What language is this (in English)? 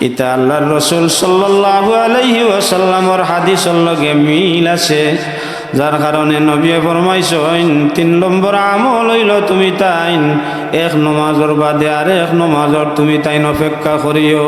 Sylheti